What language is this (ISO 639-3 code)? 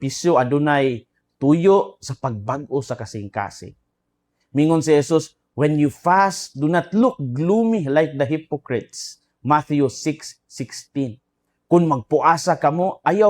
ceb